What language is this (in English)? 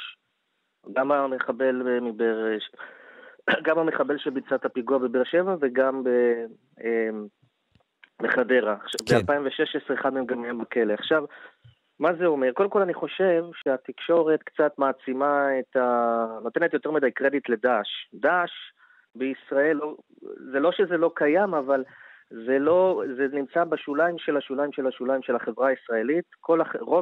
Hebrew